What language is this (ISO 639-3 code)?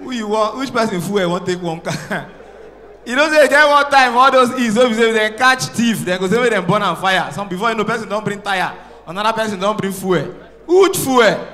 pcm